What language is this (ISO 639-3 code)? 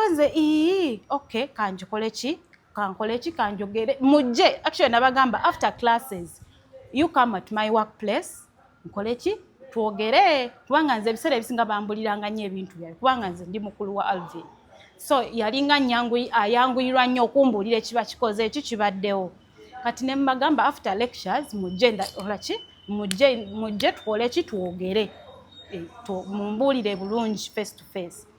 lug